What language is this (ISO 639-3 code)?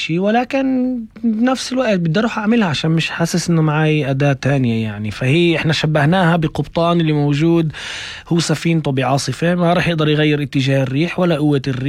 apc